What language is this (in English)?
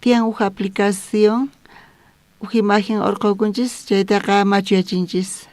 South Bolivian Quechua